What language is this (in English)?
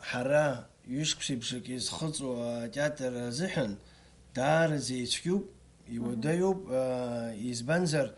Abkhazian